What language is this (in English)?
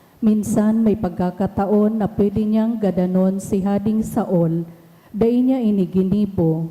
Bikol